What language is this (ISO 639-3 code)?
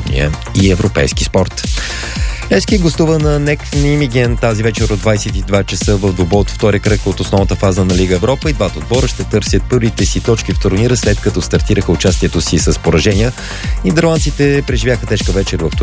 bul